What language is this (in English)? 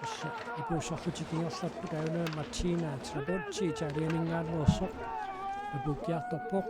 Kalaallisut